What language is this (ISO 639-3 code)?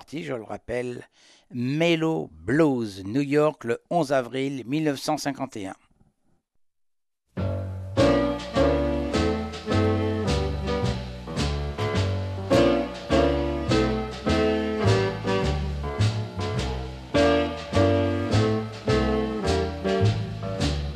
fra